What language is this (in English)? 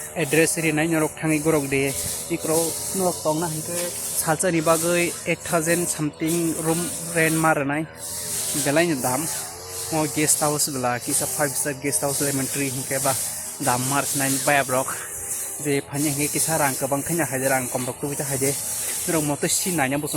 Kok Borok